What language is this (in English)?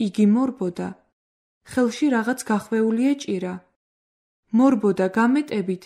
Georgian